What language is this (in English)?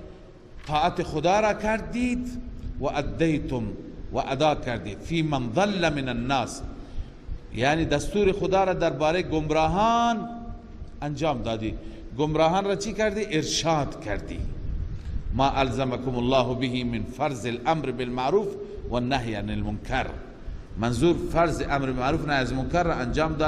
Persian